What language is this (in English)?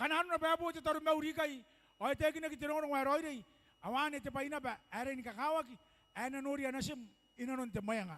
Gilbertese